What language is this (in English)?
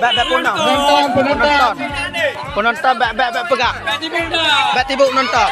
Achinese